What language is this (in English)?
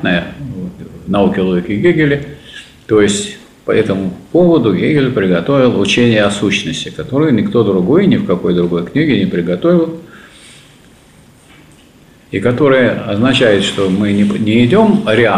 Russian